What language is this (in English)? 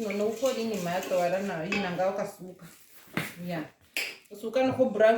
Ndonga